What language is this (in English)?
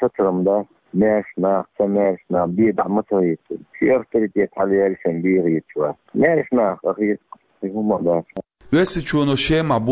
Chechen